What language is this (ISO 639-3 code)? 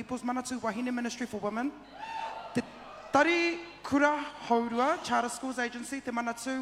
mri